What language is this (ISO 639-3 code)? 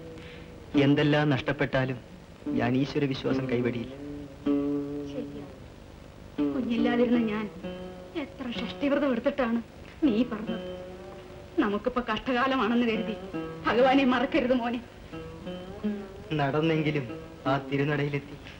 mal